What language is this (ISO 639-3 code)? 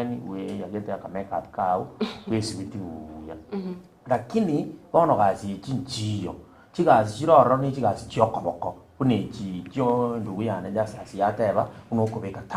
guz